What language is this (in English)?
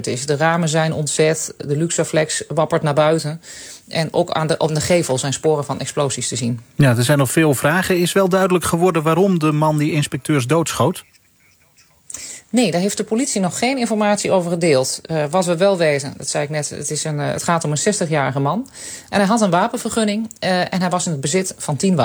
Dutch